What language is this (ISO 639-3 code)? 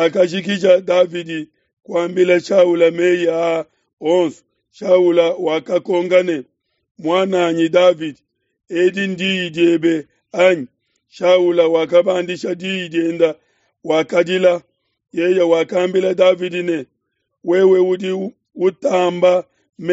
lua